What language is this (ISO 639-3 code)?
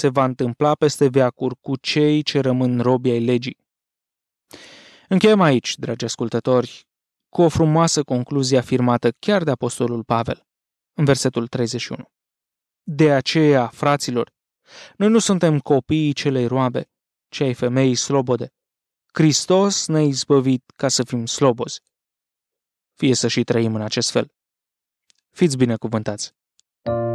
ron